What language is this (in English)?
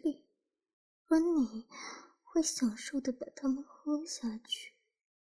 Chinese